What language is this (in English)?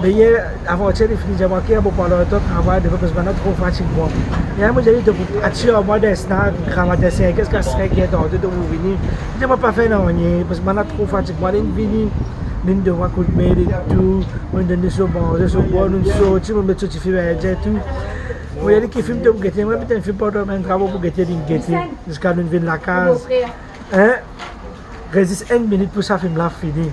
Morisyen